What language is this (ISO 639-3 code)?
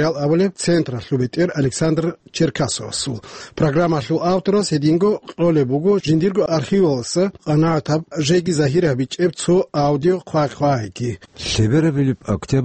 ava